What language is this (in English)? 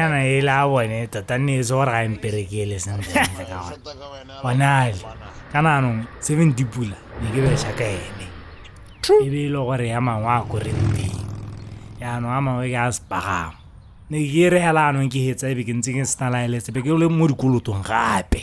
Tswana